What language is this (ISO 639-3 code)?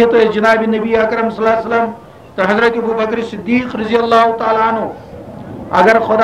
kas